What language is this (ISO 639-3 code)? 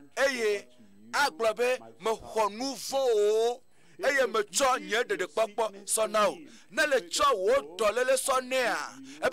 ewe